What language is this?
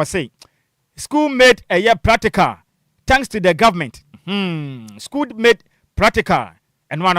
Akan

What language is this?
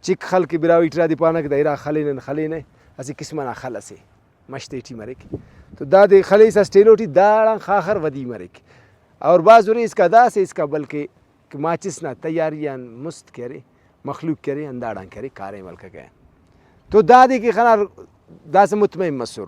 Brahui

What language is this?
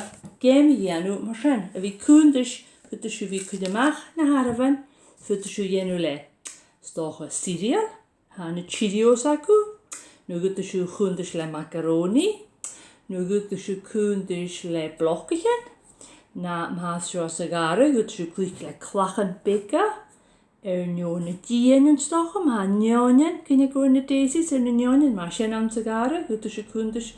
Scottish Gaelic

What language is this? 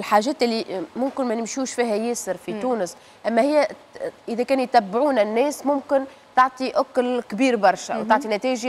Tunisian Arabic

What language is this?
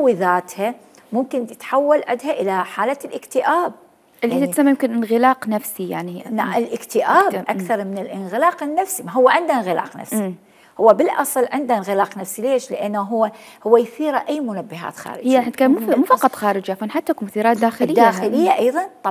Mesopotamian Arabic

